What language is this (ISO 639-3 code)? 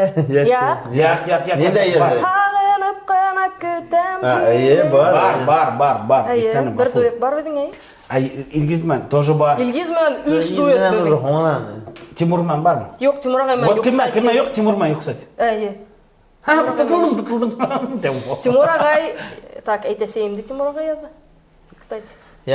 bak